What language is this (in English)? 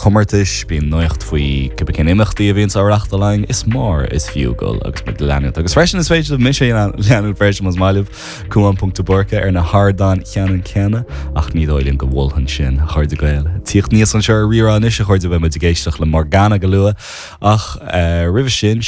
Irish